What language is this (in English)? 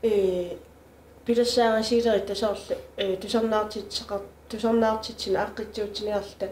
Kalaallisut